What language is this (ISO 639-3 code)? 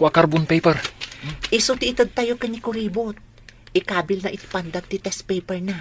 ilo